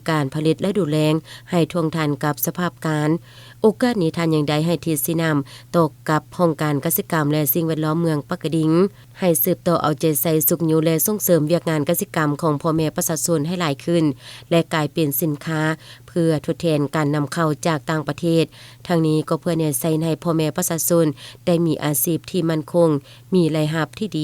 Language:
Lao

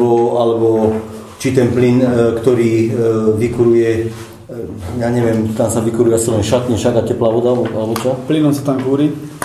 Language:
Slovak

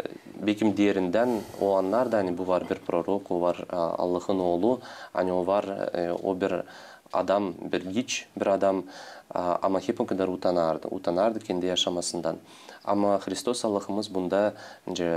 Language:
Gagauz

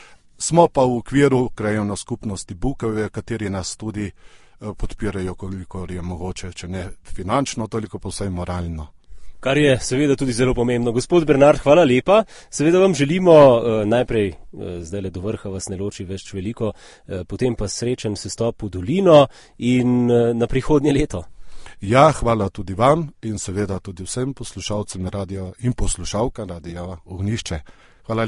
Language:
Slovenian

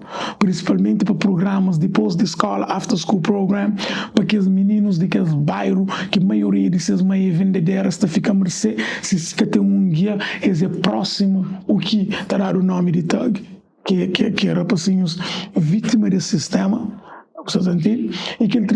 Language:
Kabuverdianu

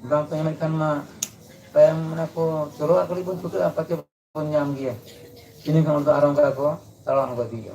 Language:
Santali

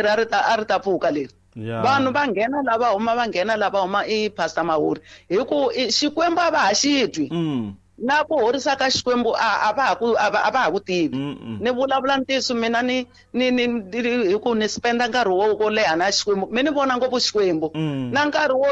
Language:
Tsonga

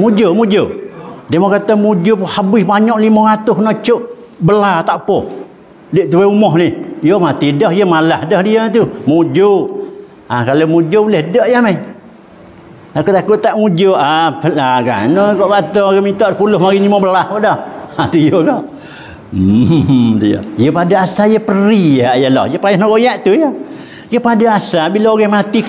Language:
Malay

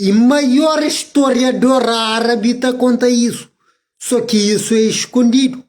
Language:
Kabuverdianu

